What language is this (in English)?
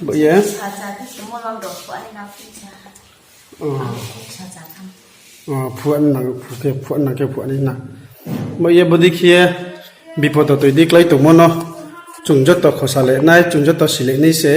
Riang (India)